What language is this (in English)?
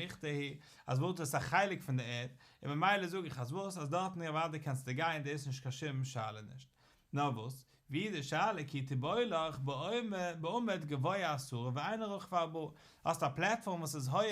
Yiddish